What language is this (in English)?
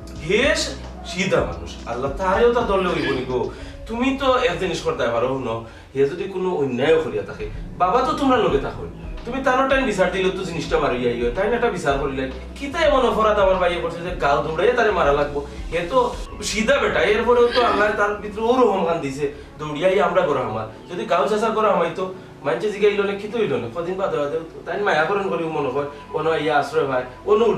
Sylheti